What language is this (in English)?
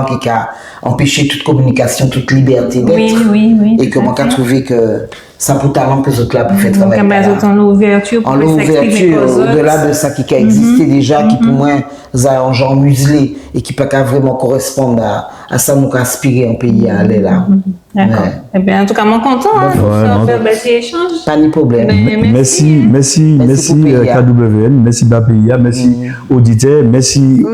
Guadeloupean Creole French